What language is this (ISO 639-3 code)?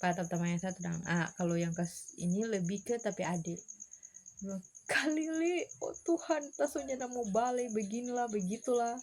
xmm